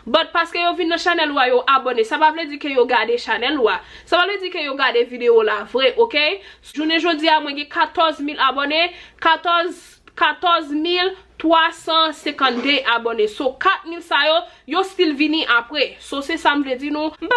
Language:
Haitian Creole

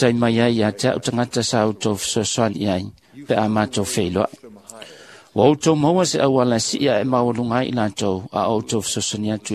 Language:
Samoan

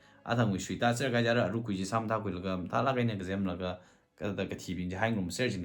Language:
Tangkhul Naga (India)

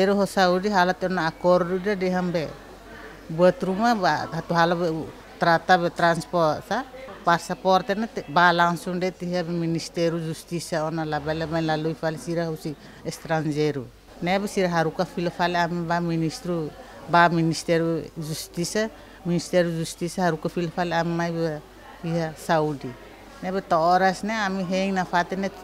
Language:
Tetum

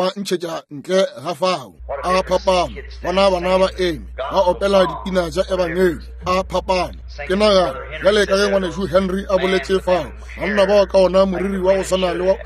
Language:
Northern Sotho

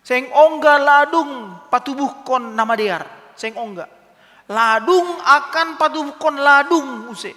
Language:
Batak Simalungun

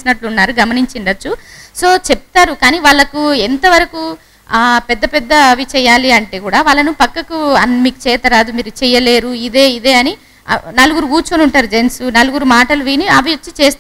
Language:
Telugu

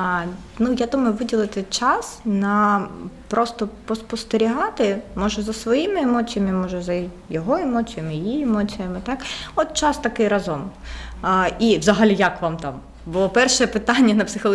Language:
Ukrainian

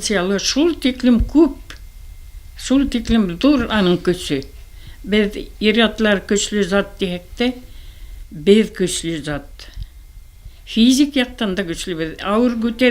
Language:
Bashkir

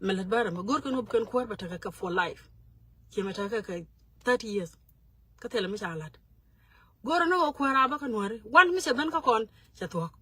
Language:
Nuer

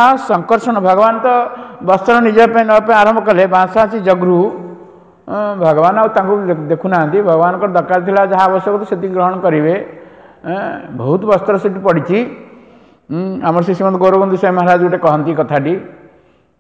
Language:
Odia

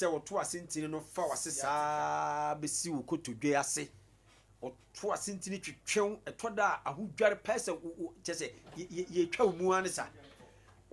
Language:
Akan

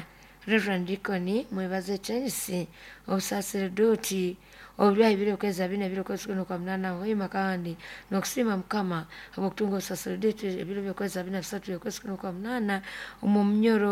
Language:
Nyoro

